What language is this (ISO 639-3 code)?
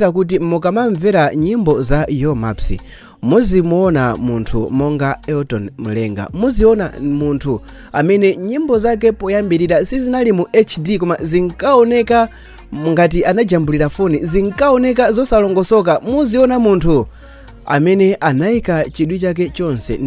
nya